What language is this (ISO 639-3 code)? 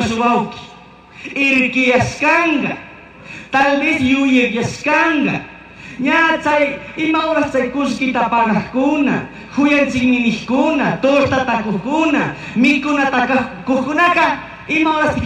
qug